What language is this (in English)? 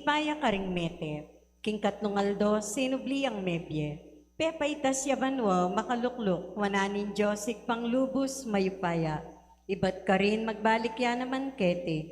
Pampanga